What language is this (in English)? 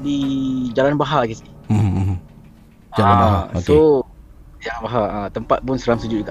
Malay